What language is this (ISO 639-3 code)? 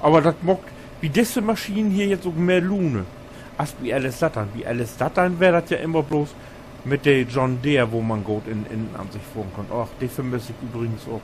nds